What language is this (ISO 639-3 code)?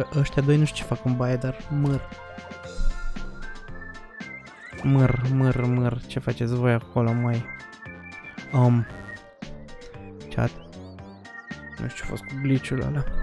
ron